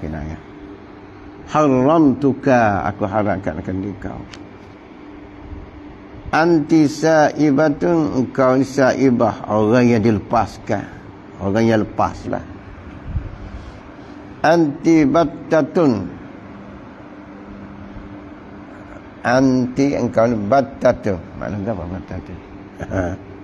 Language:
Malay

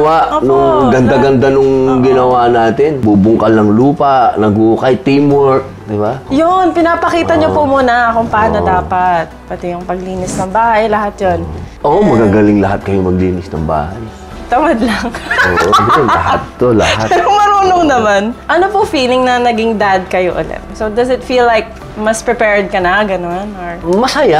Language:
Filipino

